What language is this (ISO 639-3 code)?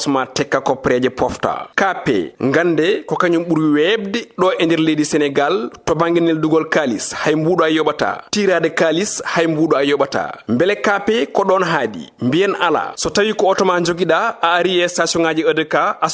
ful